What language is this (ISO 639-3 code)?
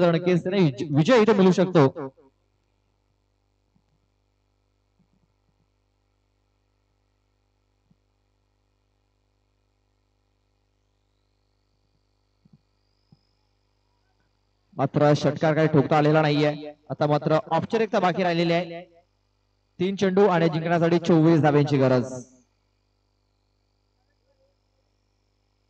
mar